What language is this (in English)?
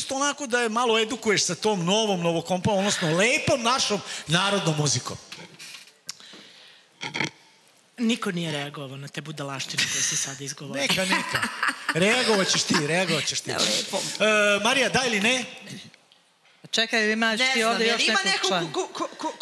Serbian